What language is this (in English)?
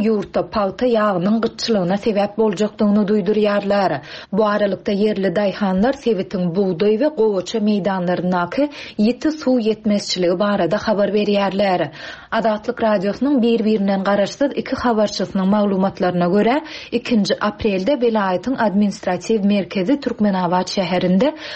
Turkmen